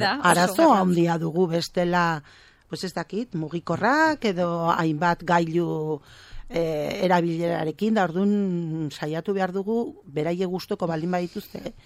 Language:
Basque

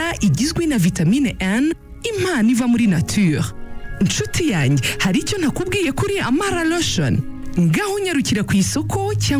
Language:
Kinyarwanda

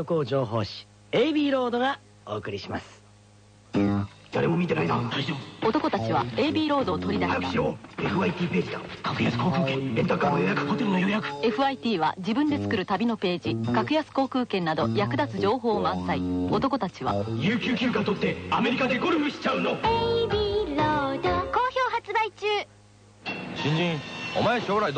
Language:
Japanese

